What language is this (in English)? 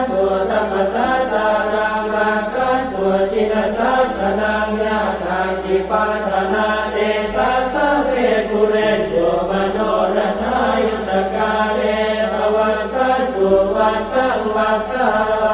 Pali